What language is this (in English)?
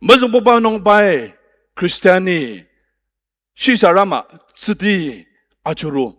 Ao Naga